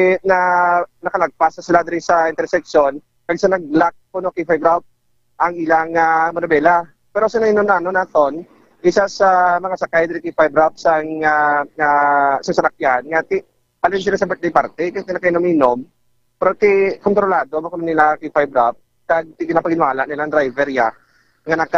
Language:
Hiligaynon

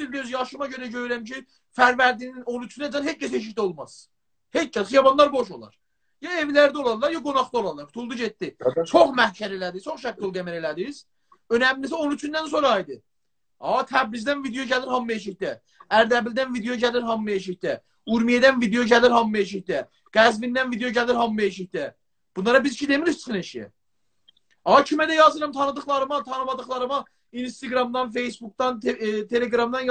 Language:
South Azerbaijani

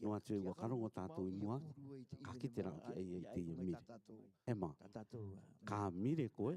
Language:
Rarotongan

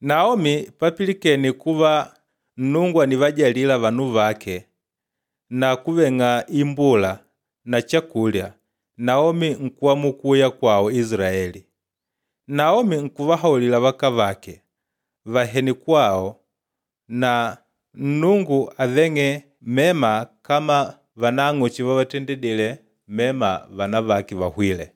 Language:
Makonde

